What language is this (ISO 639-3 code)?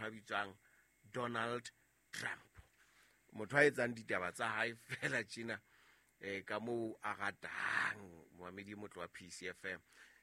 sot